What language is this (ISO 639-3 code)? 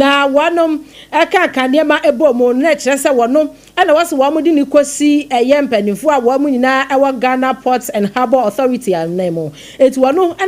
aka